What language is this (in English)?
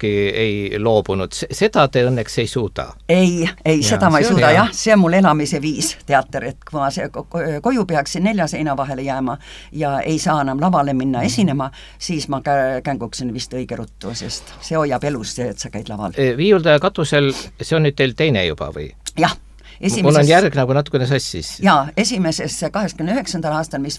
Estonian